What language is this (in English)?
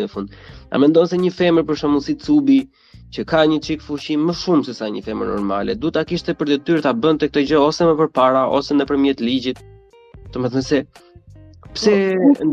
Albanian